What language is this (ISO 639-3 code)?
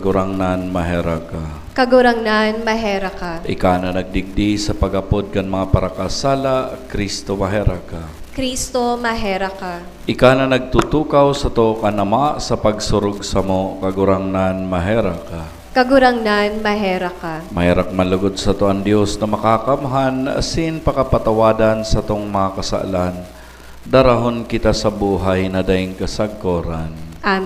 bik